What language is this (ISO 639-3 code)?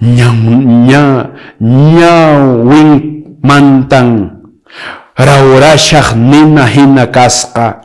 que